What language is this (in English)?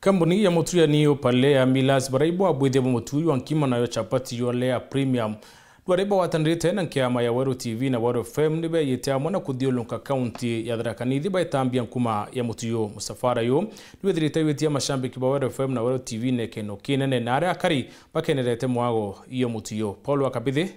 Meru